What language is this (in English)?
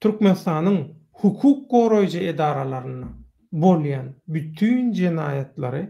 Turkmen